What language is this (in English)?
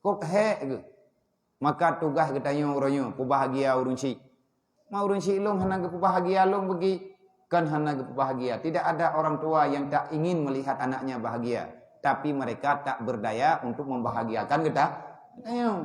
Achinese